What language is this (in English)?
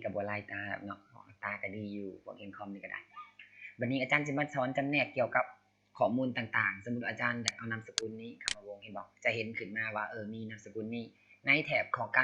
Lao